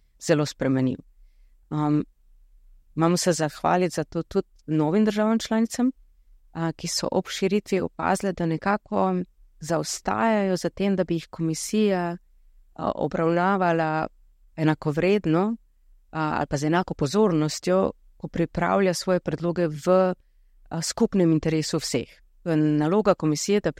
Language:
Slovenian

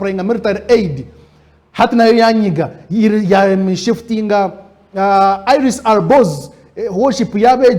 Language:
Nyankole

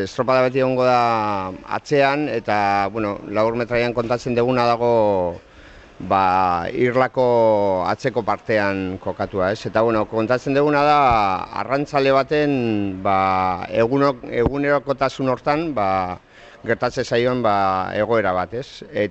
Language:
Basque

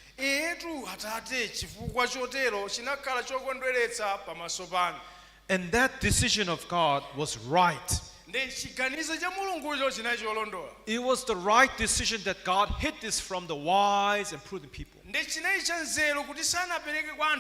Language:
Nyanja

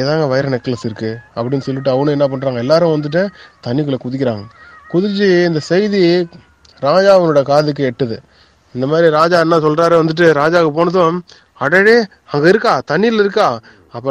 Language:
Tamil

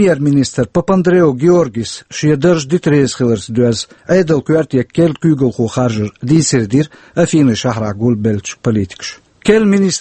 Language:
Chechen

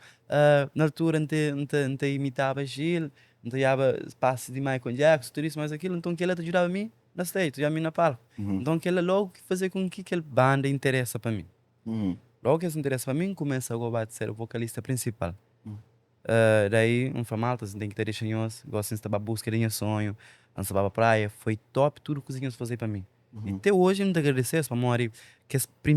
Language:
Kabuverdianu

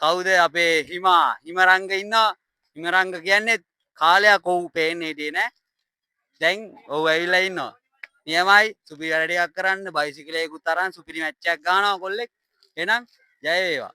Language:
Sinhala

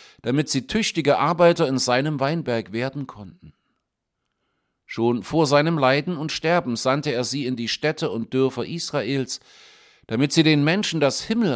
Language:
German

